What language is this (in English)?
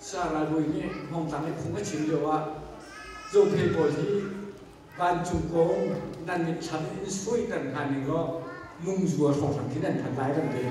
Hakha Chin